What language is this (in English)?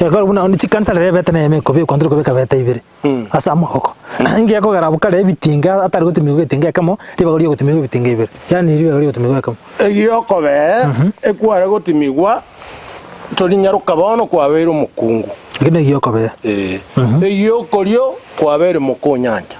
Gusii